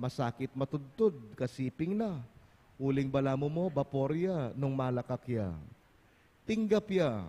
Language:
Pampanga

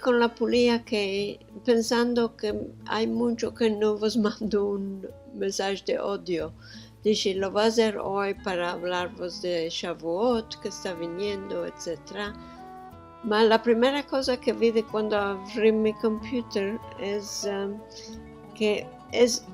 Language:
Ladino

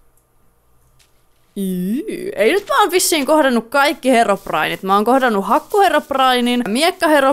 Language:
Finnish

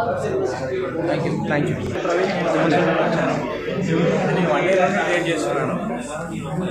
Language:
Telugu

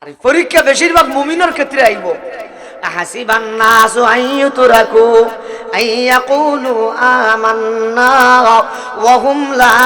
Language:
Sylheti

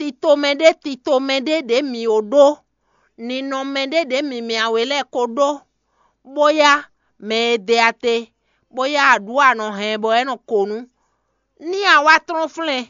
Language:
Fon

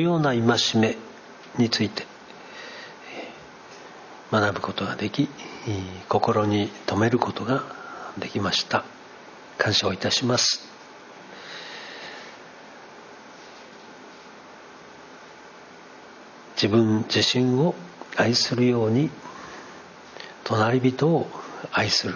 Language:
Japanese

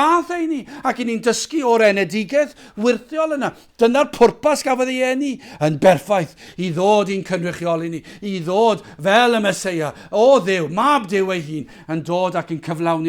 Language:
Welsh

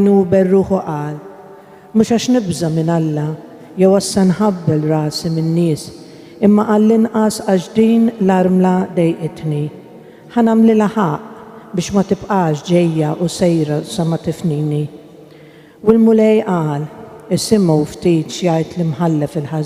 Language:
Maltese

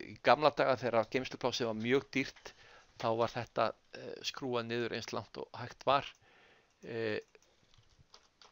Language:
Icelandic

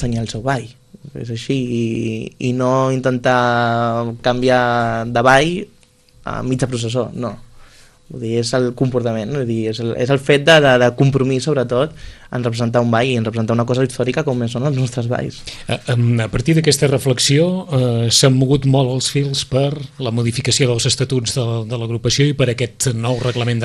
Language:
Catalan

